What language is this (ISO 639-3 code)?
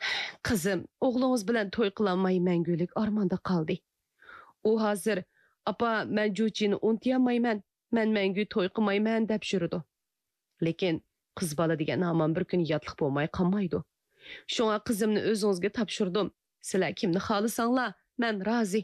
uig